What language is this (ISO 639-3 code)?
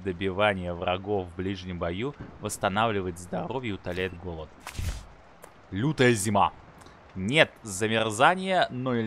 rus